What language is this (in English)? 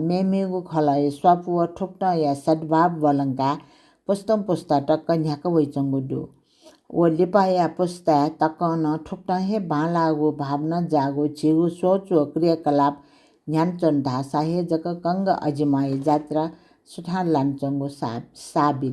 Newari